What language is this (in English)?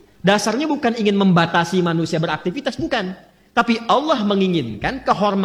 Indonesian